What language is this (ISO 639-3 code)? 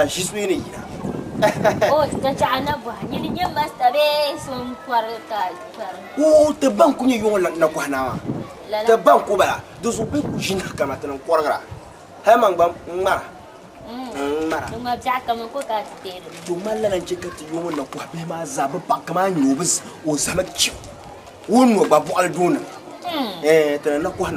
dag